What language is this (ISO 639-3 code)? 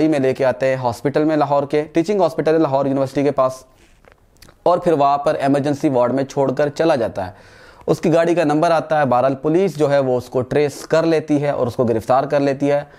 urd